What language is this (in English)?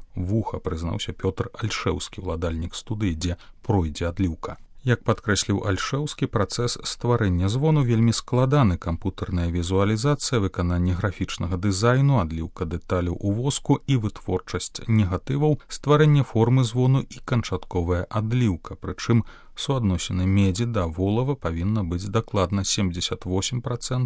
Belarusian